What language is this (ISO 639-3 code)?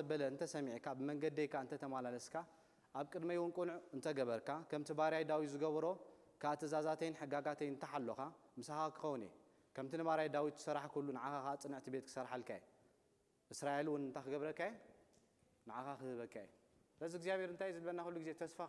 tir